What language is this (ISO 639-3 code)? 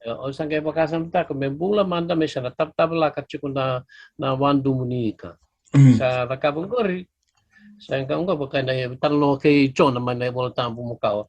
fij